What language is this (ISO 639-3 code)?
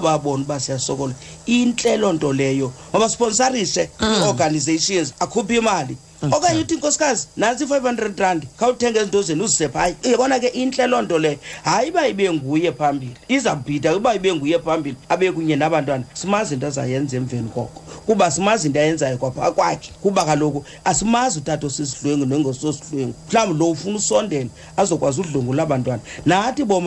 xho